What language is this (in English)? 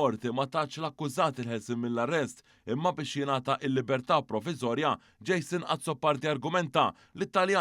Maltese